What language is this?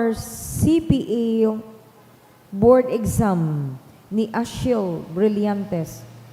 Bikol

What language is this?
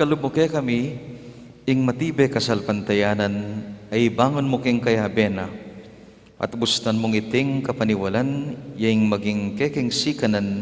Pampanga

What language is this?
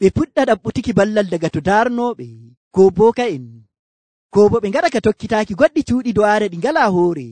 Nigerian Fulfulde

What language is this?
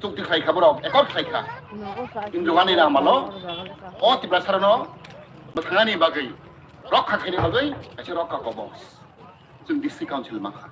Kok Borok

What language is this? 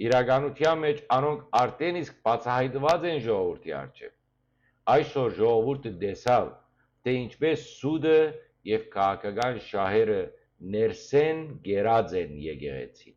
Western Armenian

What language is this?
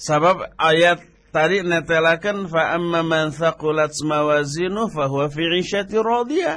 Sundanese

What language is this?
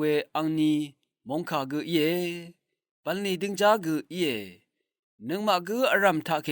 Rawang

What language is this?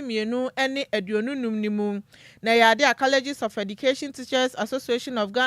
Akan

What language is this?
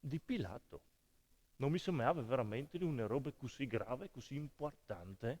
Friulian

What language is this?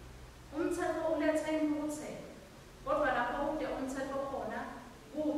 Swati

